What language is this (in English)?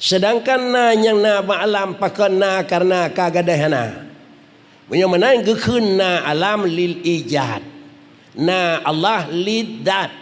Achinese